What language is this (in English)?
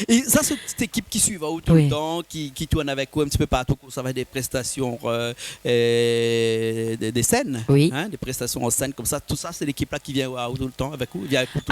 Réunion Creole French